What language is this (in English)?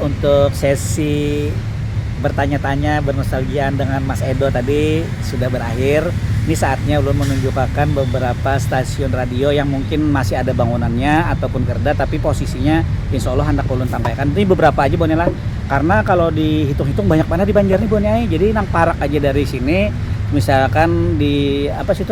Banjar